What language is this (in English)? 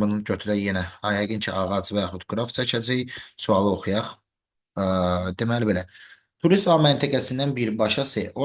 Azerbaijani